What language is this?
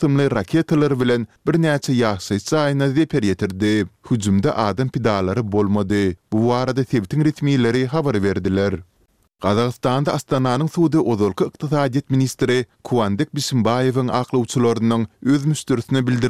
Turkmen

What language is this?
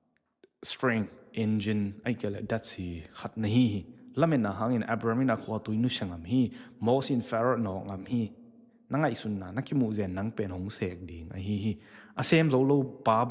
Tedim Chin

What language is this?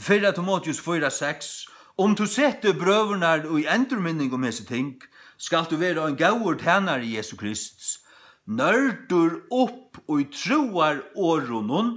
Faroese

